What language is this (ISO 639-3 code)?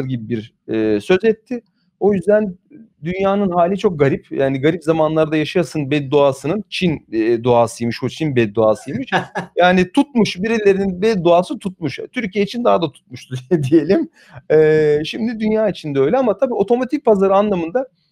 tur